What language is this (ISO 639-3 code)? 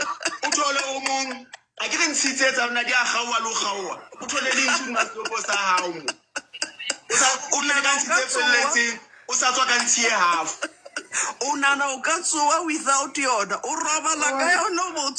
sot